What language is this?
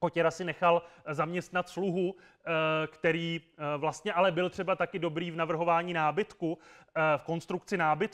Czech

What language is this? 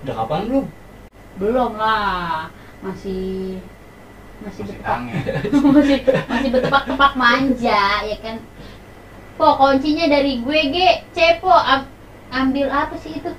Betawi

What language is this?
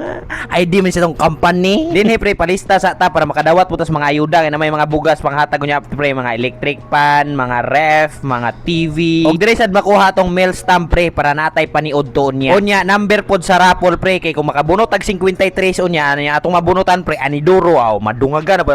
Cebuano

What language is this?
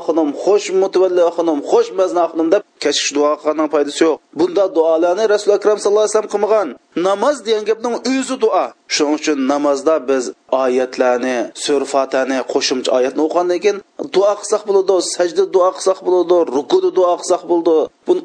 Uyghur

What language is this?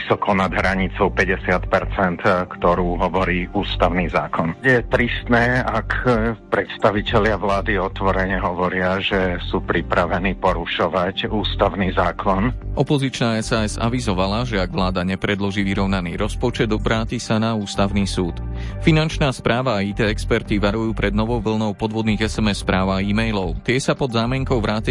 Slovak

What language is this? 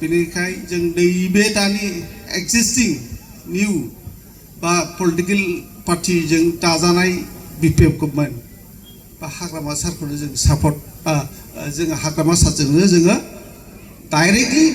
Bodo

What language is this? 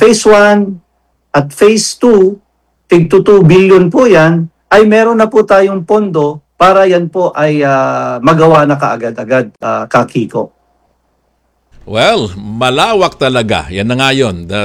Filipino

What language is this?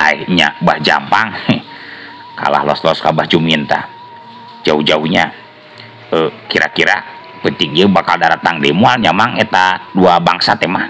Sundanese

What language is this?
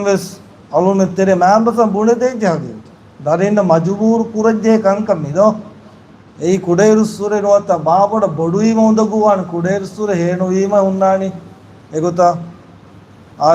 Divehi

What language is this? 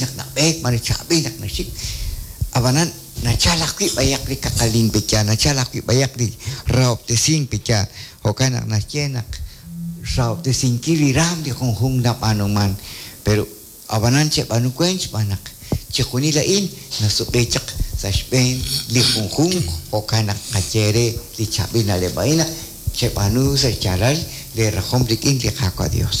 Kekchí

